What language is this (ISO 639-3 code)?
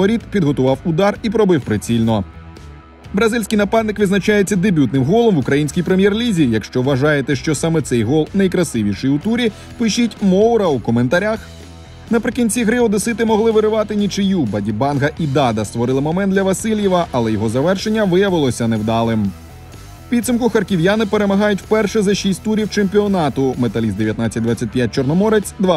ukr